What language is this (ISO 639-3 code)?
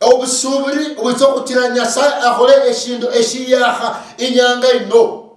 luy